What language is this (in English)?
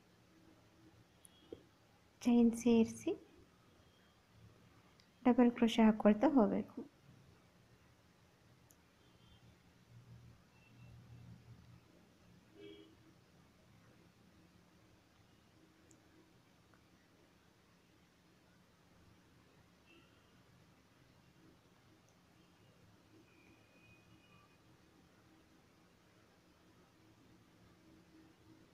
Kannada